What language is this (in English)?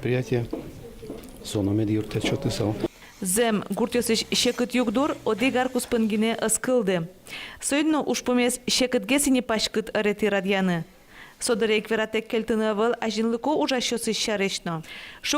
Udmurt